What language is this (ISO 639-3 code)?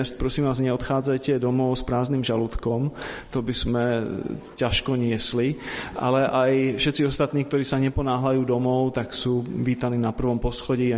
slk